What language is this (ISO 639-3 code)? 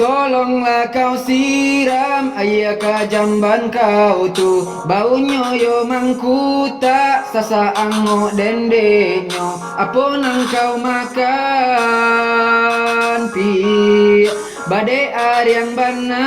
min